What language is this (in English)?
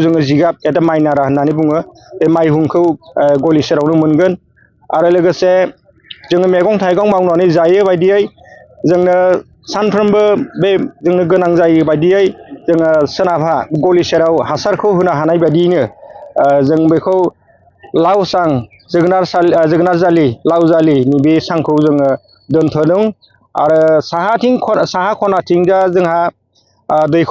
Bodo